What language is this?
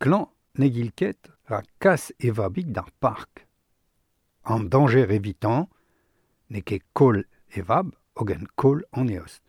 Breton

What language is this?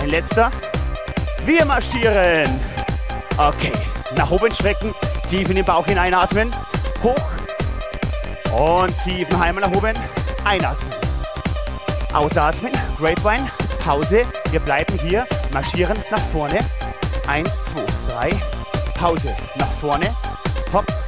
German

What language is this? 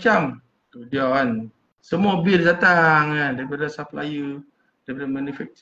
Malay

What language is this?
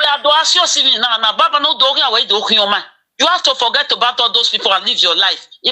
Nigerian Pidgin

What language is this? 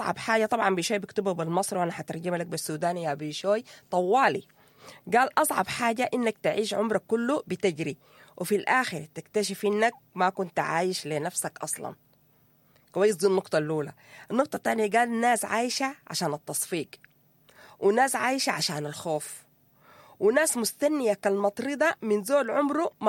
Sudanese Arabic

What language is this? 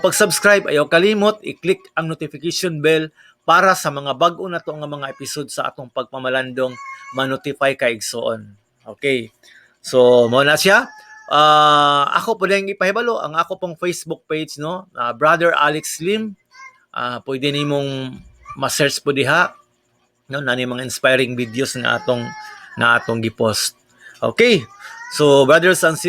Cebuano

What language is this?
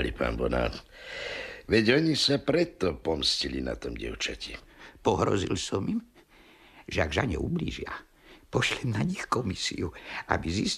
Slovak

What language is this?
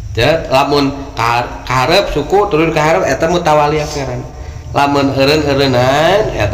Sundanese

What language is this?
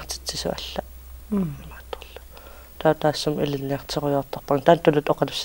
Kalaallisut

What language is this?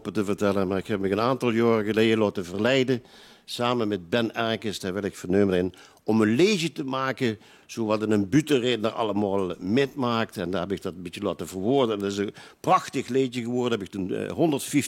Limburgish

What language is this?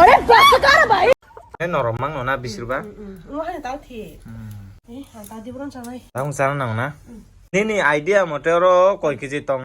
Kok Borok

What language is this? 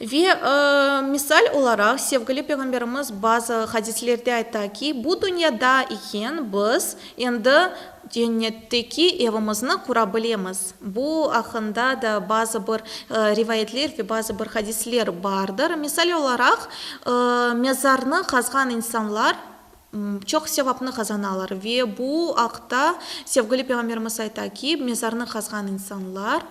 Crimean Tatar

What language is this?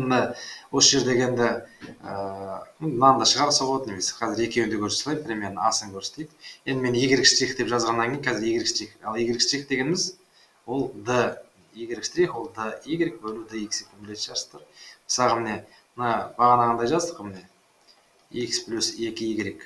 Kazakh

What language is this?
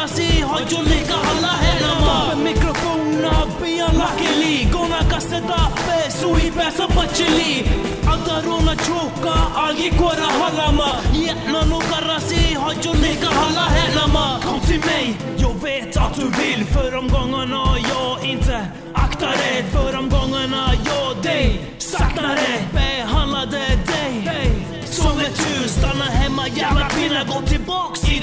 Swedish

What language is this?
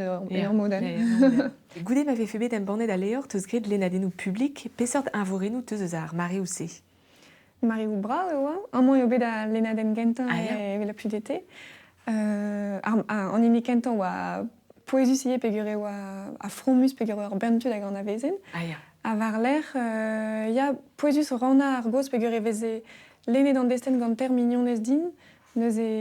Breton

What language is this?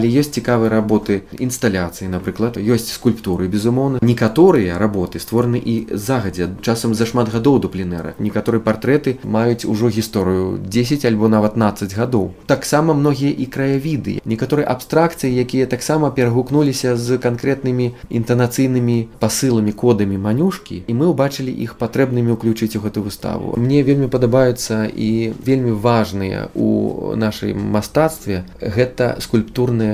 Belarusian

